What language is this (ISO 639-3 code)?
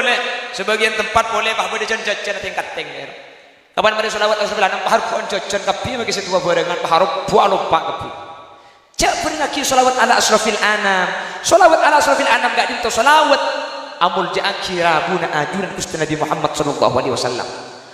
mad